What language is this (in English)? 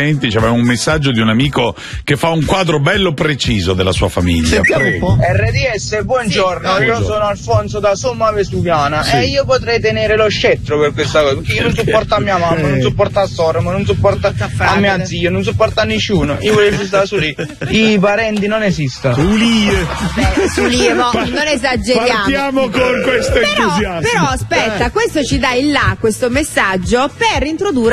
Italian